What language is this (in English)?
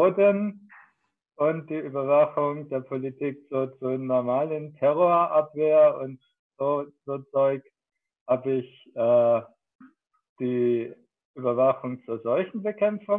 German